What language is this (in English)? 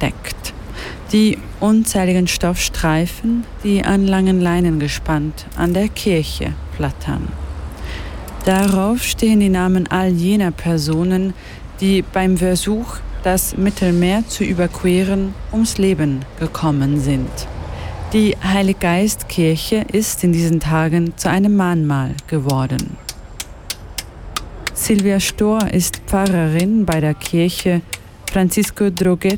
German